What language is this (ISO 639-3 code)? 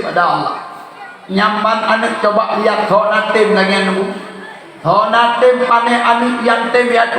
ace